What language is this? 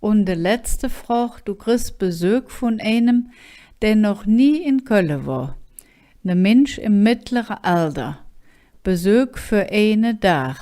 Colognian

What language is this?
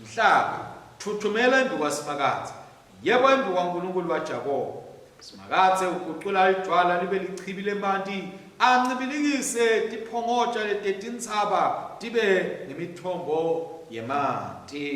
Swati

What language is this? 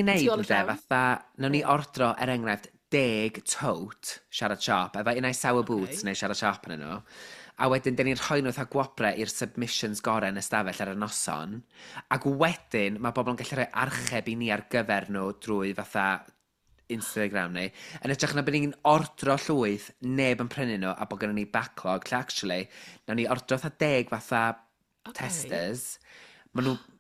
Welsh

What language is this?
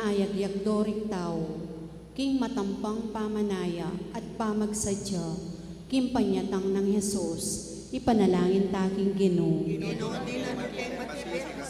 Pampanga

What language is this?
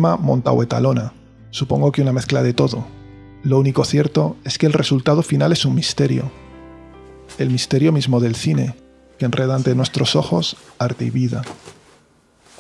Spanish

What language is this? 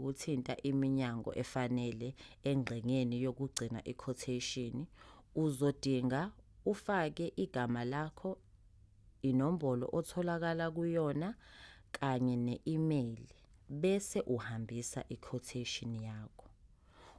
Zulu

